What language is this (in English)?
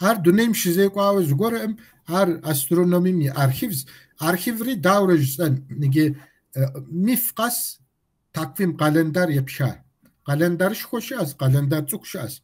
Kabardian